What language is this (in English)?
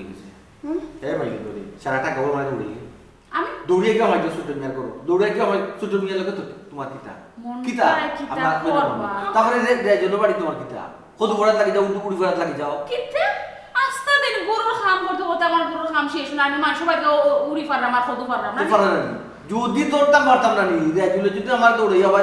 Sylheti